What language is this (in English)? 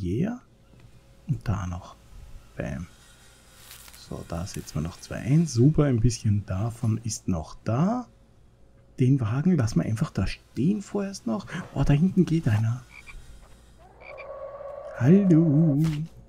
German